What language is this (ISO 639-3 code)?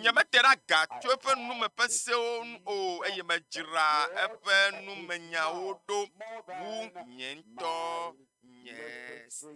ewe